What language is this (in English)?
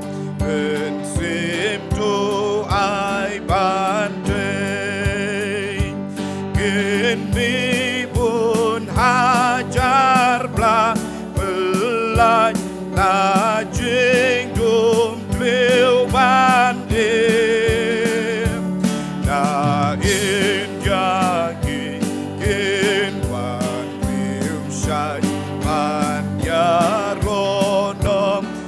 Khasi